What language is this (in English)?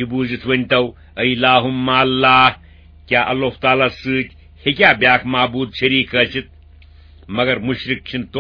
Kashmiri